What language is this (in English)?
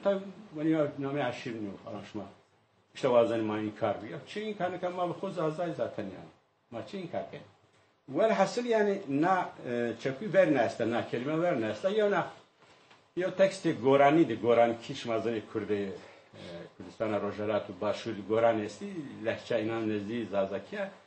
Zaza